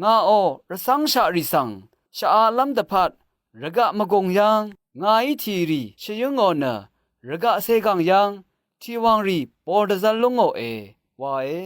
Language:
Rawang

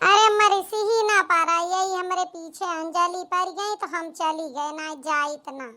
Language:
Awadhi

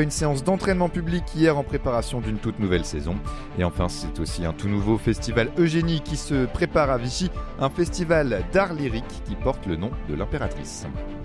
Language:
French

